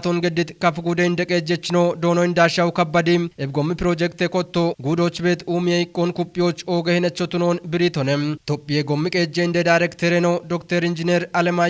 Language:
Kafa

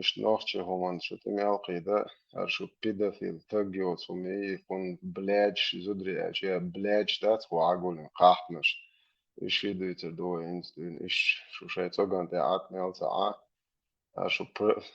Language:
Chechen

